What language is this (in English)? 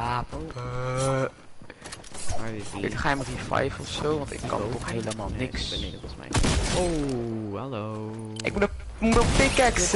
Dutch